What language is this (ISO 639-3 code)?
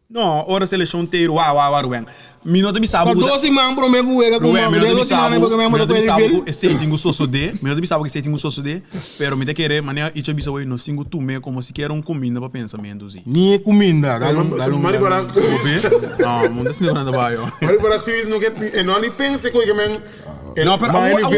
pap